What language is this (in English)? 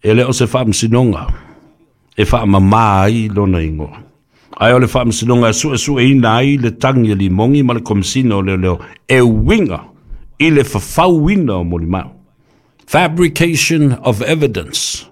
Samoan